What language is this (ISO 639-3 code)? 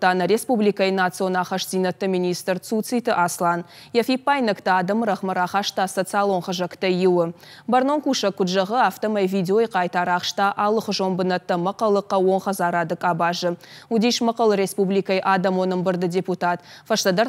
oss